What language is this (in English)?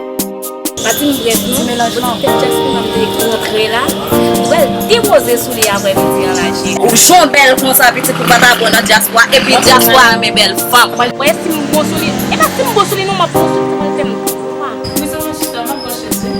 Haitian Creole